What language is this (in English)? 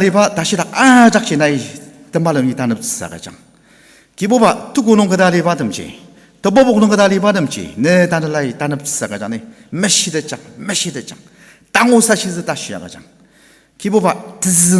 Ao Naga